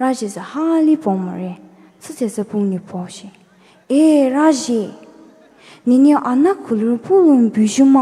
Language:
Poumei Naga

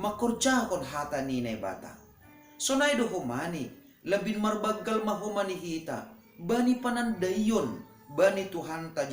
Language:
Batak Simalungun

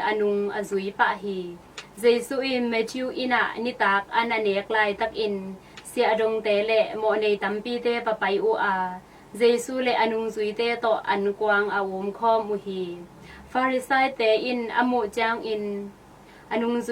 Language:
Tedim Chin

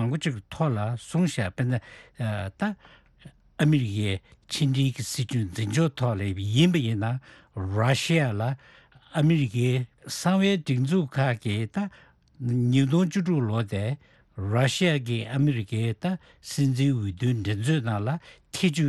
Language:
Tibetan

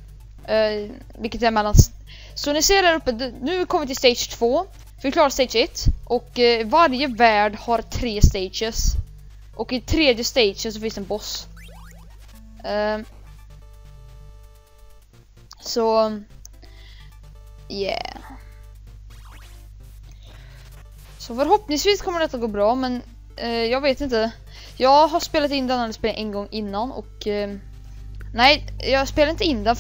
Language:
Swedish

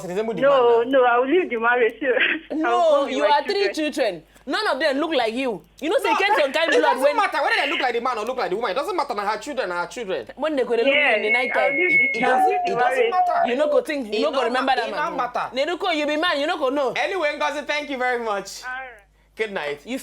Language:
Nigerian Pidgin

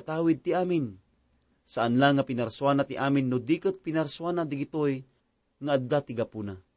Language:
Iloko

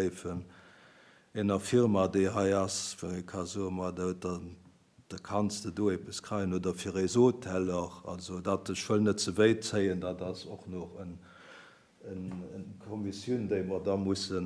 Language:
Luxembourgish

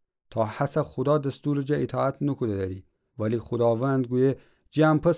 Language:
Gilaki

